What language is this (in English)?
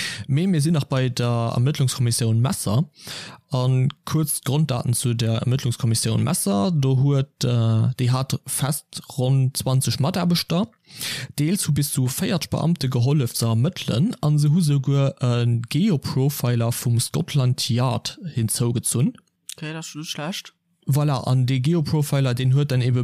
Luxembourgish